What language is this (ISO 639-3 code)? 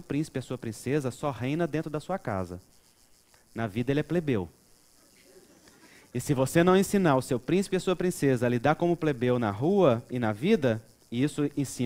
por